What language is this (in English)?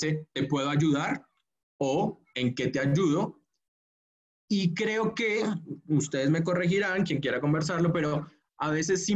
Spanish